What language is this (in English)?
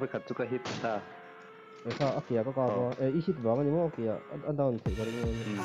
Mizo